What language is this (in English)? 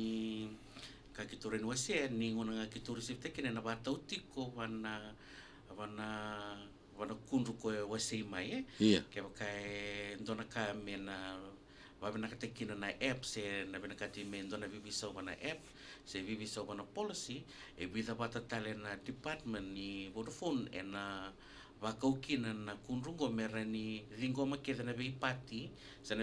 Fijian